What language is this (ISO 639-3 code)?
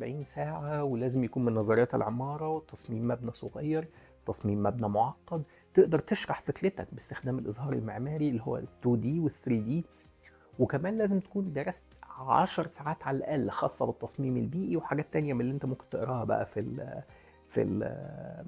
arz